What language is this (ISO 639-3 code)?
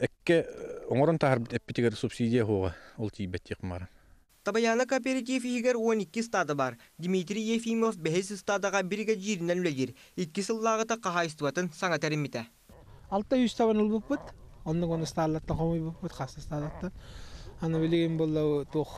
sah